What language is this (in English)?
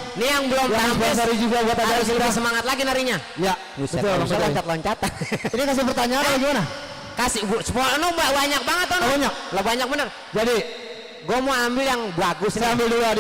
Betawi